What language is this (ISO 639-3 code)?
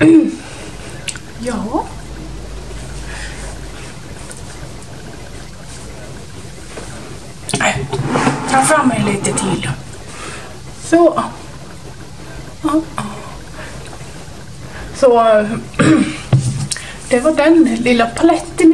swe